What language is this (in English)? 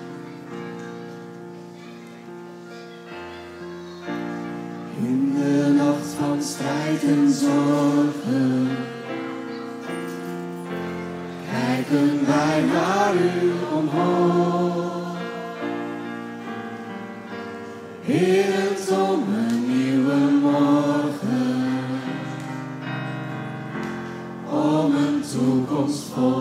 Dutch